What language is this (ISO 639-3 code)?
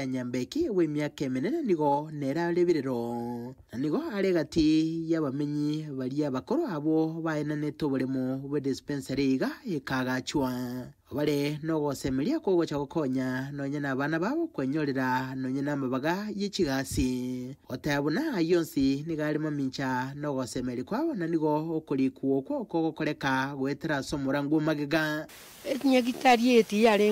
guz